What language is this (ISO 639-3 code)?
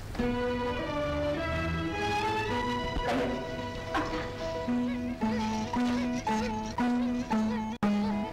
tam